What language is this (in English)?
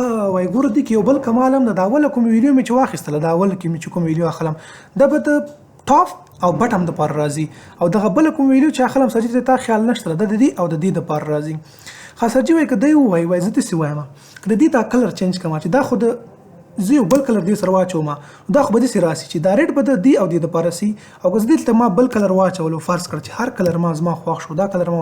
Pashto